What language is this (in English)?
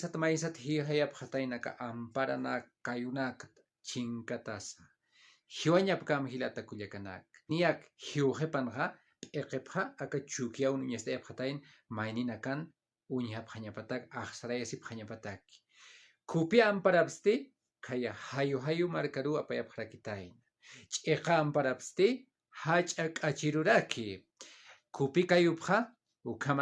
Aymara